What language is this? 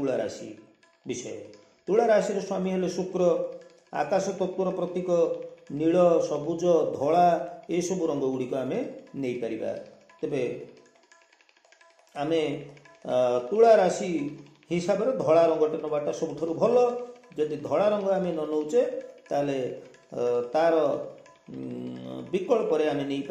Odia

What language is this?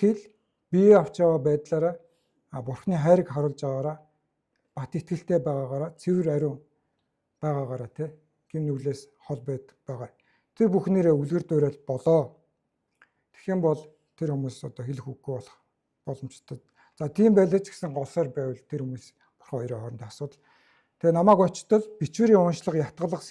Mongolian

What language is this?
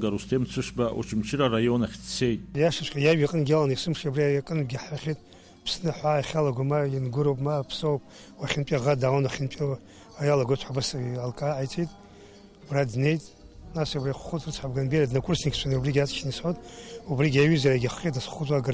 Abkhazian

